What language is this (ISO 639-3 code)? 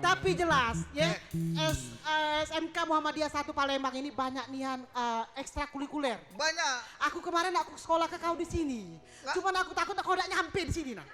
mui